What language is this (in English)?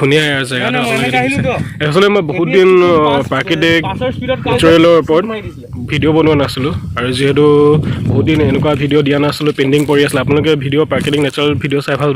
Assamese